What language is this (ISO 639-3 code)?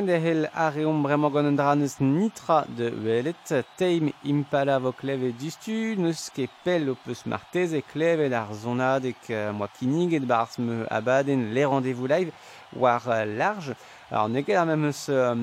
bre